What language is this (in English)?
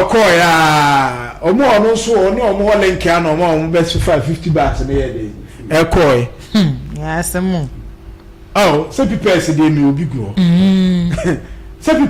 Akan